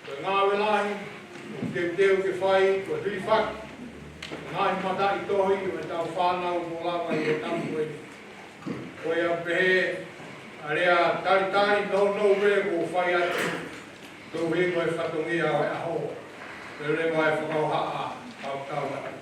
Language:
Tongan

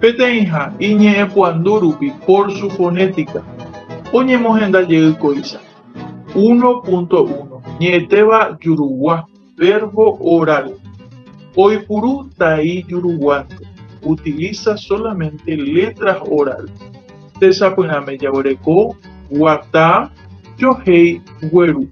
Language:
Guarani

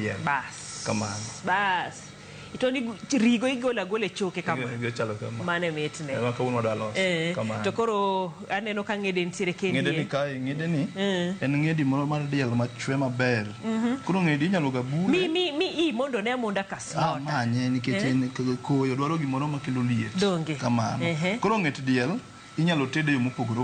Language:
Luo (Kenya and Tanzania)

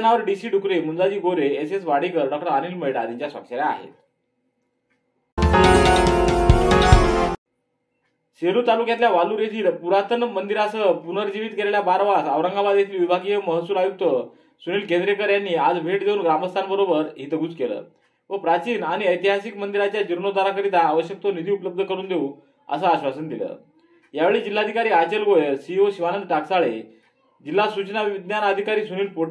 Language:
Marathi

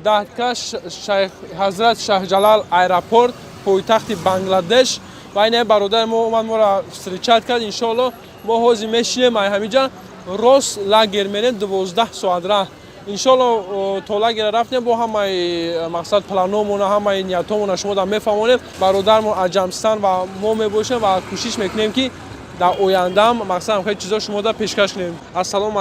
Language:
Tajik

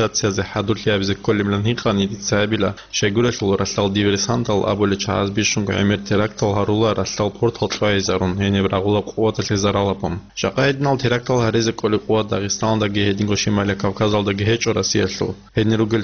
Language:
Avaric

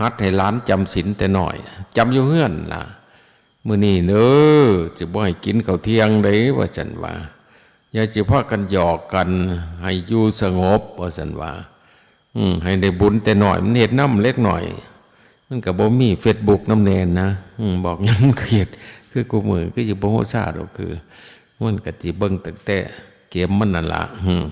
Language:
Northeastern Thai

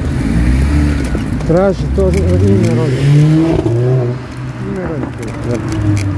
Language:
Croatian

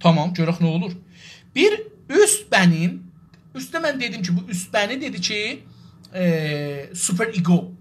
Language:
South Azerbaijani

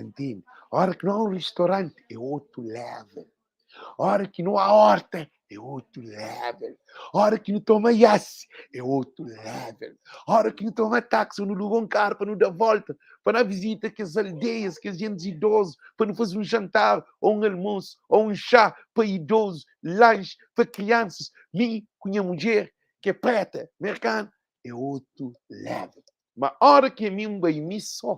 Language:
Kabuverdianu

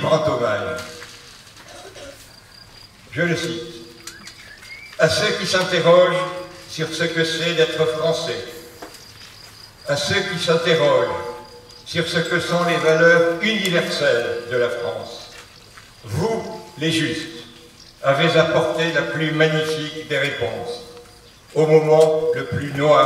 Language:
French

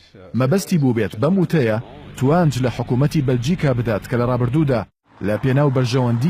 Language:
Central Kurdish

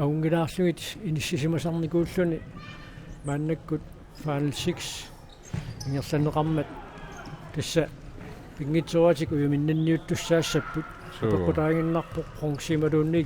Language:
Kalaallisut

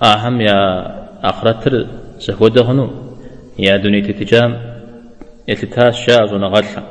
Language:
Kabardian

